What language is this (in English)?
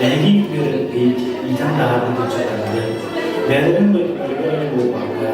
Yakut